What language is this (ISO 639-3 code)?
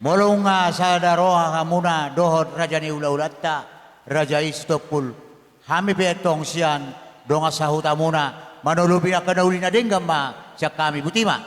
bbc